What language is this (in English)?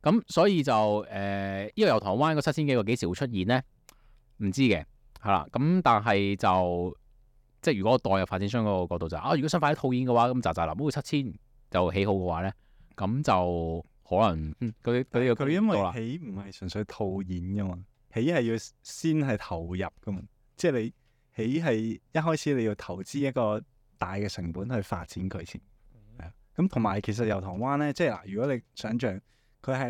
Cantonese